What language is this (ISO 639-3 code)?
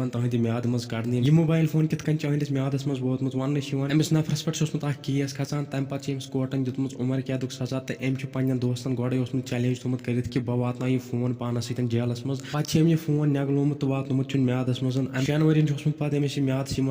kas